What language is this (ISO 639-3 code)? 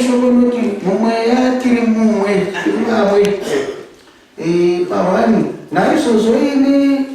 sna